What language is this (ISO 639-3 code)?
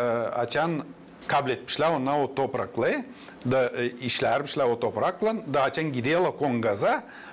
gag